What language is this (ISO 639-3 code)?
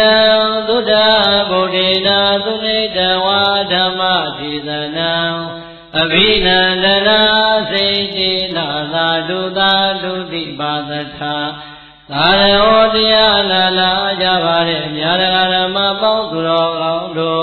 mya